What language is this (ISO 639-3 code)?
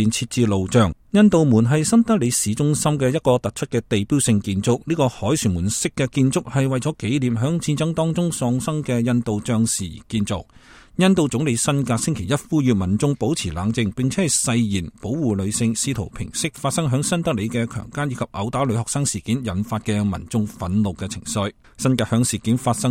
yue